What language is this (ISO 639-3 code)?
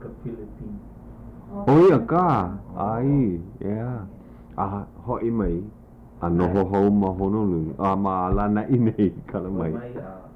haw